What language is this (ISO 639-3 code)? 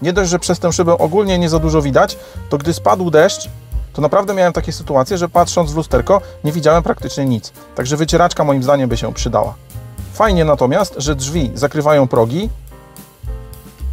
pol